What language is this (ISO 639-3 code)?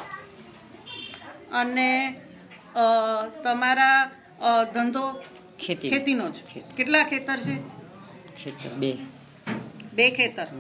guj